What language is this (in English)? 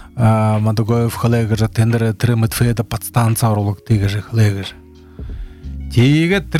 Buriat